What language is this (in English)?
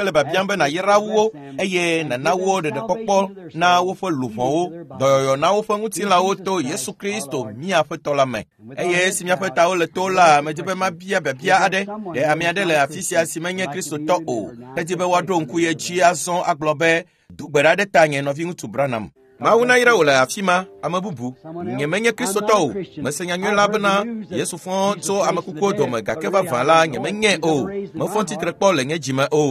Ewe